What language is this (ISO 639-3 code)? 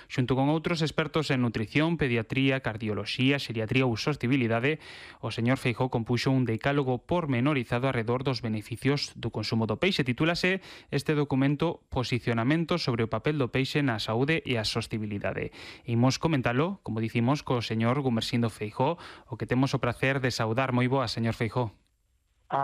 glg